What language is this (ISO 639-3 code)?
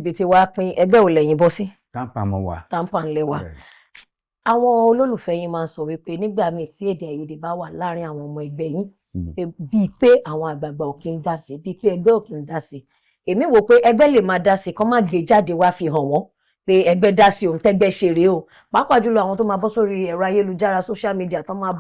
yor